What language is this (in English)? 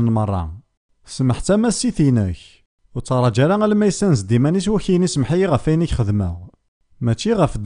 Kabyle